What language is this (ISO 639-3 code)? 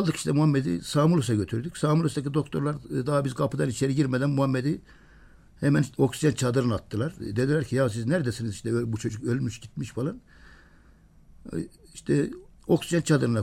tur